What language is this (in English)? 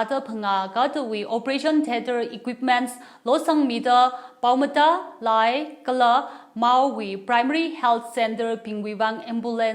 Tangkhul Naga (India)